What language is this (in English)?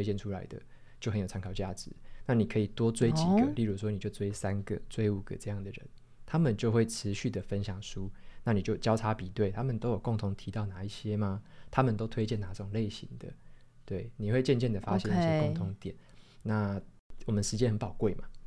Chinese